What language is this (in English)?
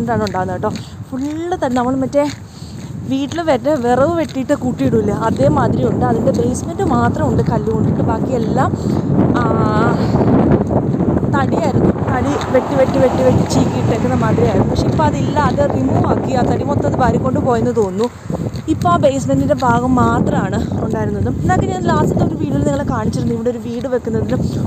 Malayalam